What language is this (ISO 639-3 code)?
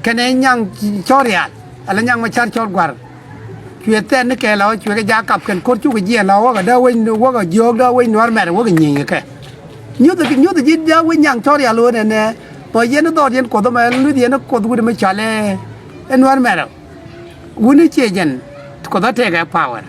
nus